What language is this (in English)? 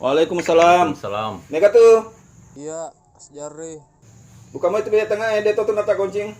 Buginese